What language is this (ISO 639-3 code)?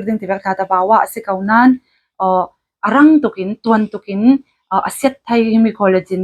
cfm